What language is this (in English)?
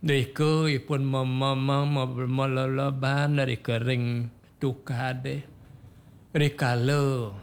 Balinese